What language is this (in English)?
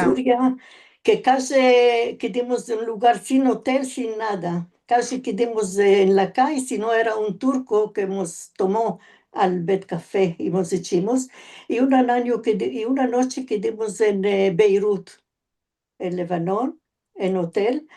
Ladino